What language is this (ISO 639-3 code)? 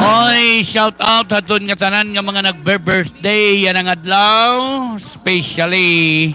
war